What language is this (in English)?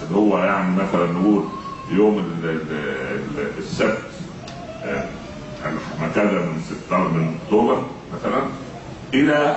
Egyptian Arabic